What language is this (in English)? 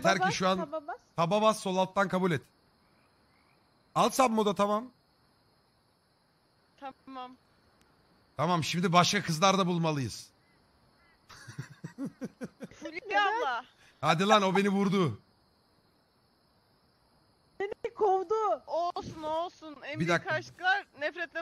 Turkish